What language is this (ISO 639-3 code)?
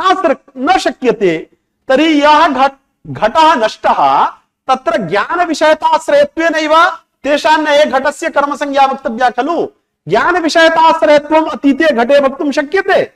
san